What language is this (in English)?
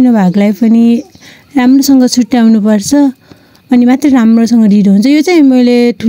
Nepali